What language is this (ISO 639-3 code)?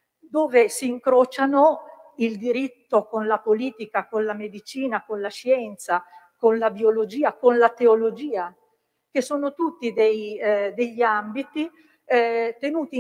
ita